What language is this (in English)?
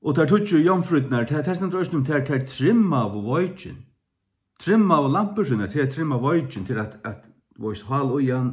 Faroese